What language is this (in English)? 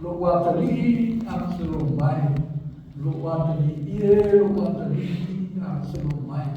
Samoan